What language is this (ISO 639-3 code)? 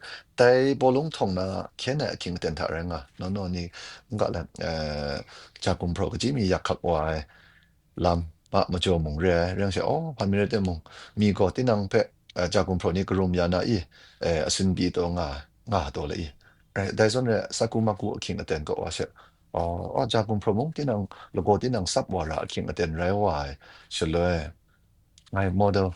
kac